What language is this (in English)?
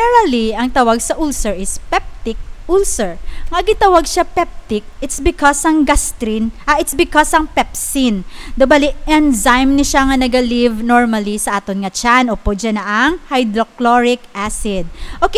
Hiligaynon